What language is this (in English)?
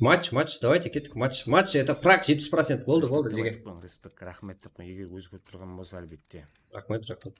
Kara-Kalpak